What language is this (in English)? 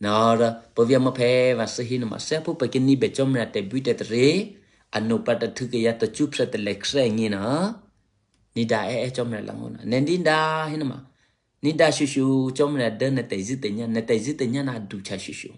Eastern Kayah